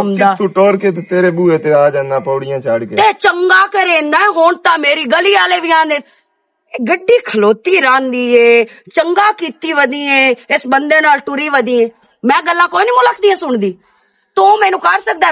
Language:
Western Panjabi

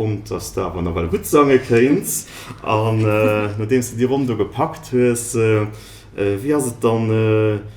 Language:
Luxembourgish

